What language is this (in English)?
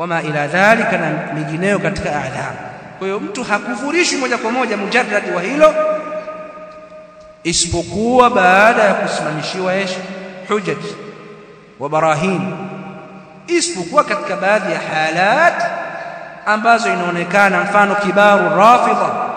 Swahili